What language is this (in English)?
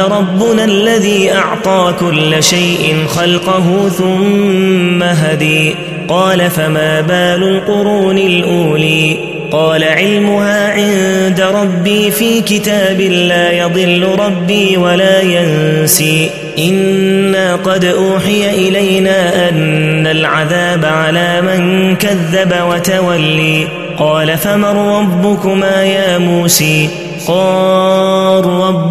Arabic